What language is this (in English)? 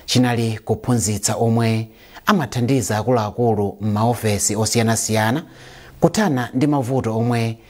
Nyanja